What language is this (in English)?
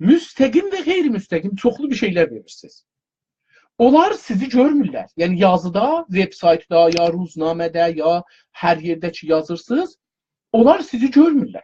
South Azerbaijani